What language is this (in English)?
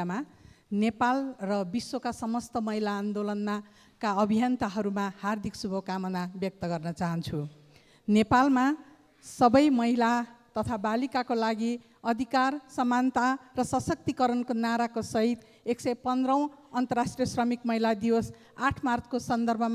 Nepali